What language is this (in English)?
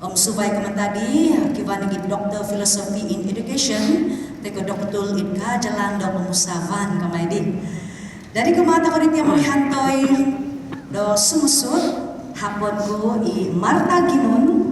Central Dusun